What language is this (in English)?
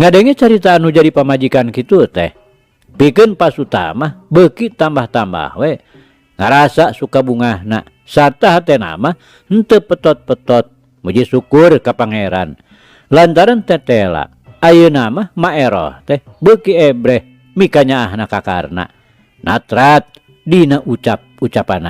Sundanese